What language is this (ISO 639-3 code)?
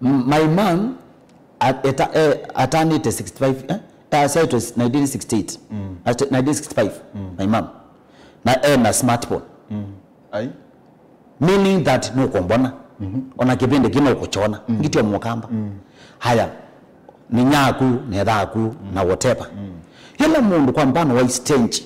kam